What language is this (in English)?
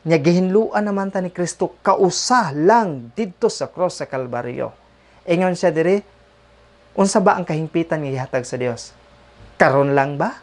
Cebuano